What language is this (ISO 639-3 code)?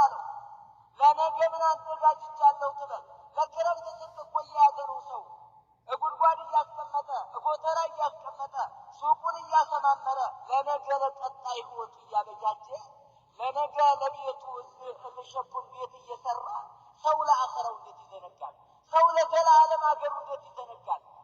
amh